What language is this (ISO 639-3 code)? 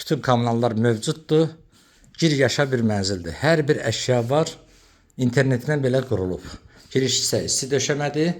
aze